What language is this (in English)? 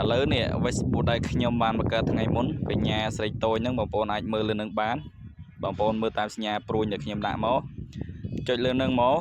Khmer